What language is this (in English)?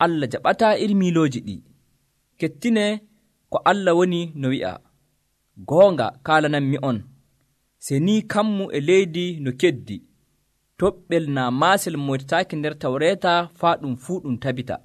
Nigerian Fulfulde